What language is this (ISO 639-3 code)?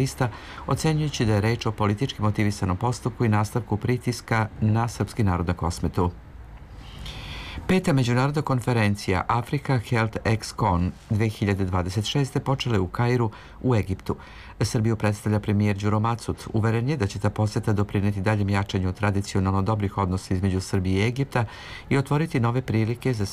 srp